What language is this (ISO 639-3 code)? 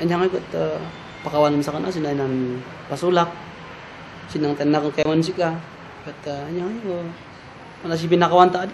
kne